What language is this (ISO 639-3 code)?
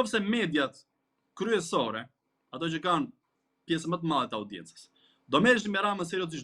sqi